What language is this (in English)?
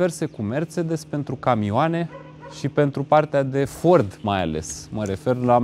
Romanian